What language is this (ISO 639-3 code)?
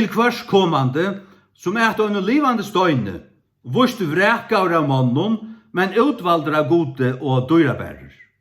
fao